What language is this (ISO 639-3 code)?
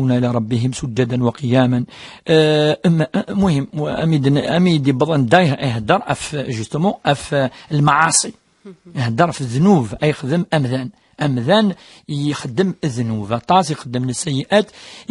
kab